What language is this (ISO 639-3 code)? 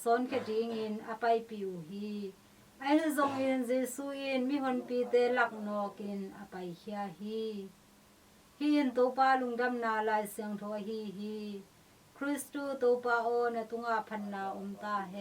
ctd